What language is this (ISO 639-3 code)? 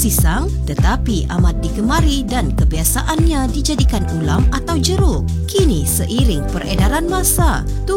msa